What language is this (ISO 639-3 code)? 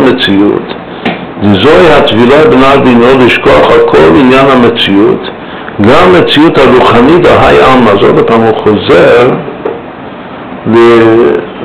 heb